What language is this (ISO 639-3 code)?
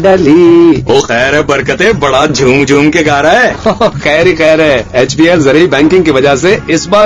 urd